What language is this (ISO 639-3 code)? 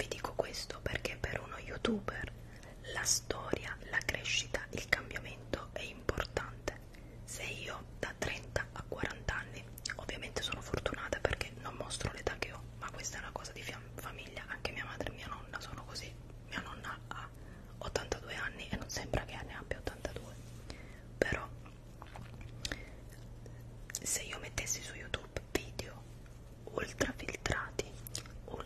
ita